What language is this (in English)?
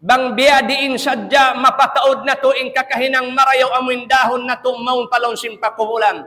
Tausug